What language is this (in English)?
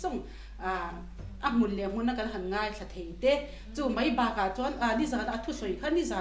Mizo